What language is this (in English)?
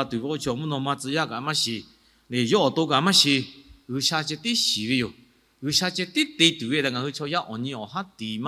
Lahu